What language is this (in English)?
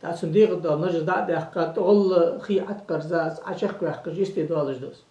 Ingush